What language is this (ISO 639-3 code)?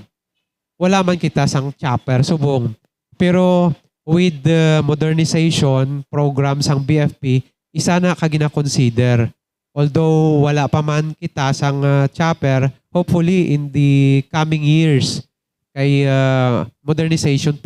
hil